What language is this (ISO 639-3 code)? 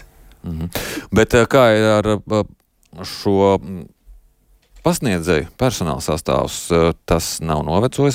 lav